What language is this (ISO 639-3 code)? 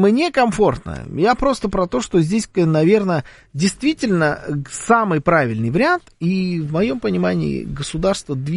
rus